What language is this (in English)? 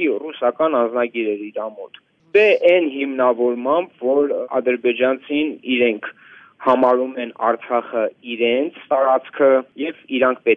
Armenian